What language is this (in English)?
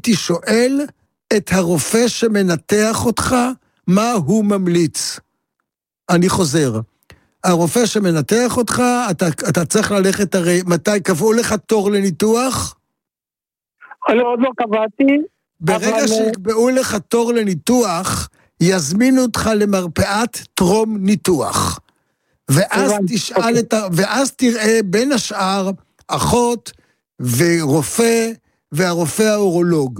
Hebrew